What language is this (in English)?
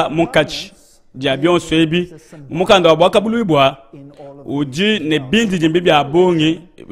Luba-Lulua